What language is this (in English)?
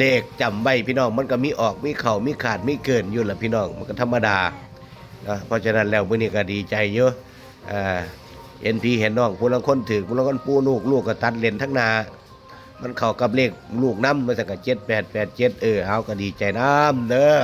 Northeastern Thai